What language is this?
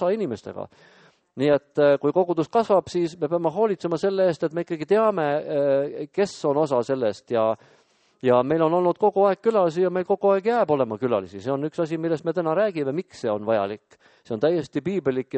Estonian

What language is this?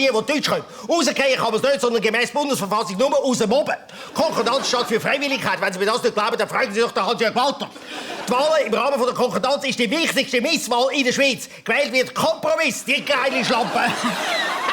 Swiss German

